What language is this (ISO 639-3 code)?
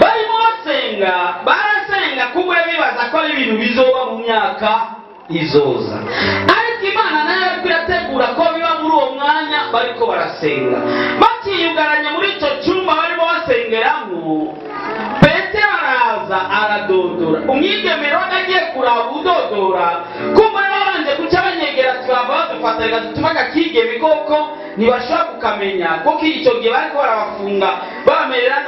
run